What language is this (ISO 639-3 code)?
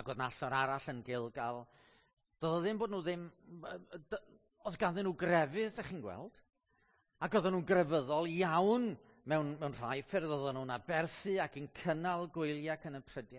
cym